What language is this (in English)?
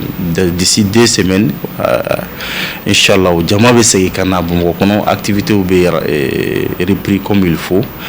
Bambara